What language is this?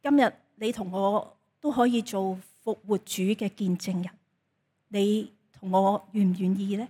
Cantonese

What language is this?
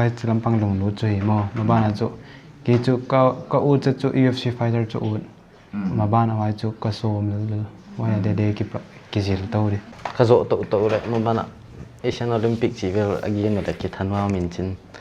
Paite Chin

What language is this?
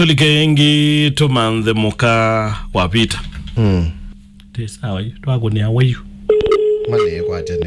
Kamba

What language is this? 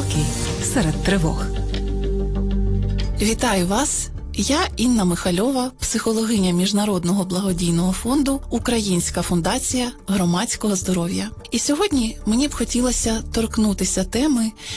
Ukrainian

